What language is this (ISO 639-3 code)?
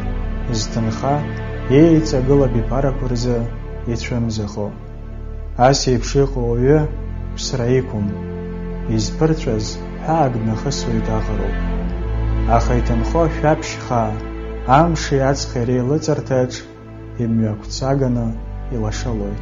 abk